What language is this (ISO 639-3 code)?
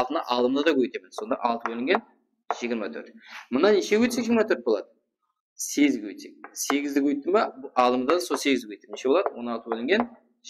kaa